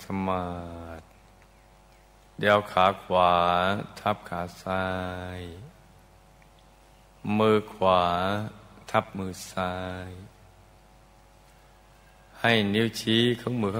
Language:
Thai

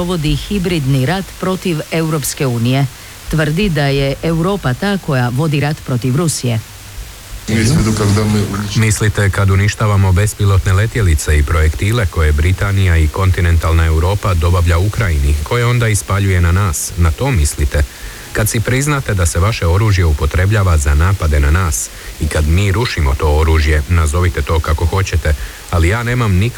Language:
Croatian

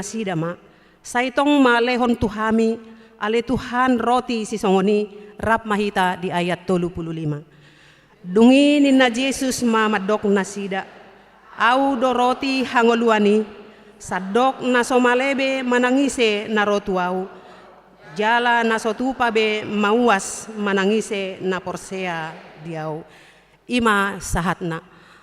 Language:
Batak Toba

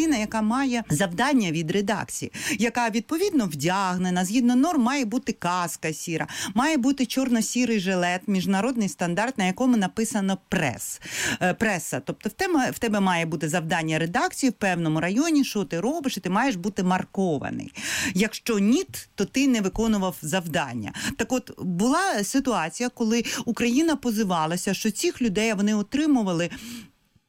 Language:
Ukrainian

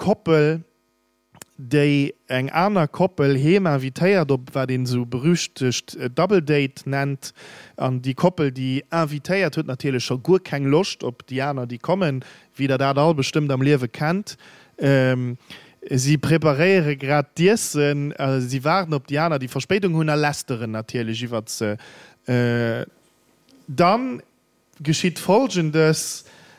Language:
Luxembourgish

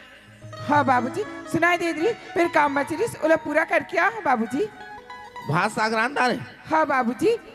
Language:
Chhattisgarhi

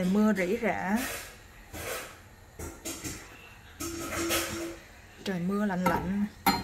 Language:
Vietnamese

